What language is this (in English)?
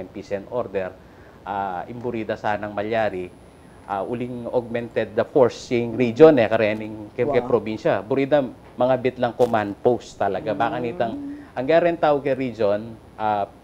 Pampanga